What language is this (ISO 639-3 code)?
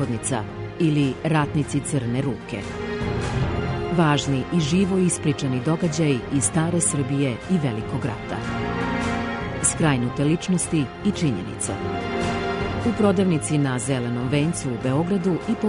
srp